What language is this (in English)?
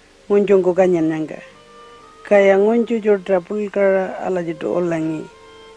Pitjantjatjara